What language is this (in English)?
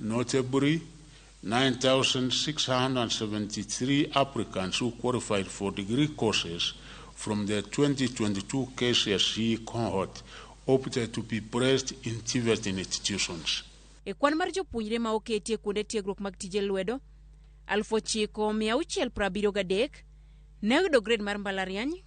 Luo (Kenya and Tanzania)